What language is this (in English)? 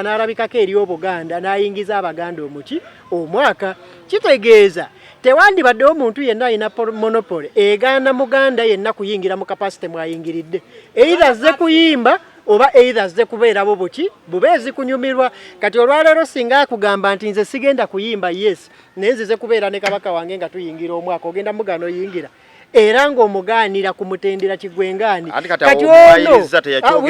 Ganda